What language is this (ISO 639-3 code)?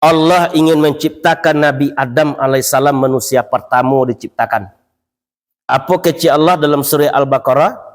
min